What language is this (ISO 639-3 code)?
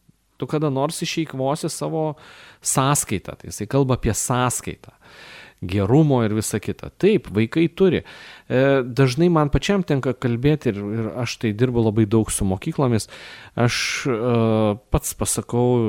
lit